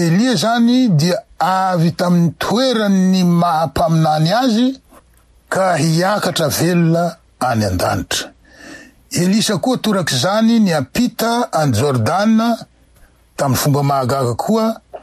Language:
Malagasy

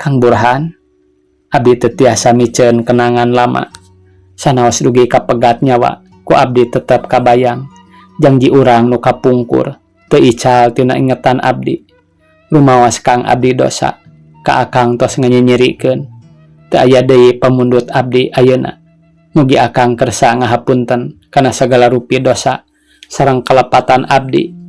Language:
Sundanese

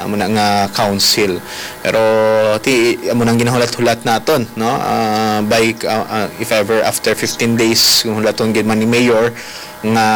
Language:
Hiligaynon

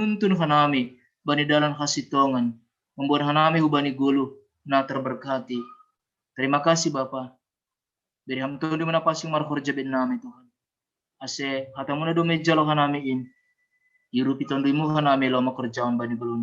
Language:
Batak Simalungun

